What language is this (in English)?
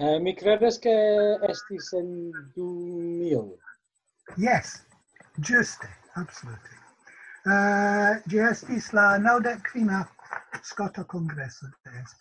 Esperanto